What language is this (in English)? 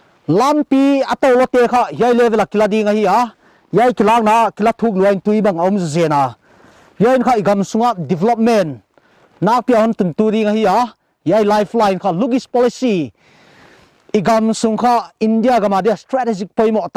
Paite Chin